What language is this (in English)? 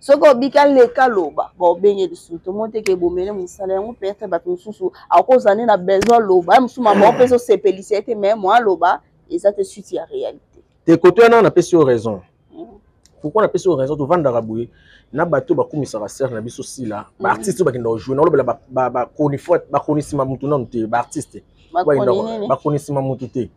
Lingala